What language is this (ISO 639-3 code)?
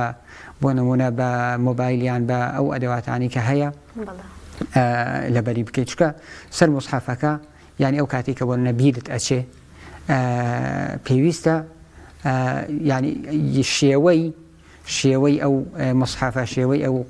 ckb